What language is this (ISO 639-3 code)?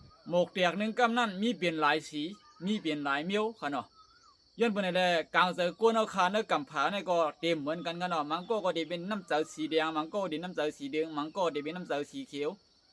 shn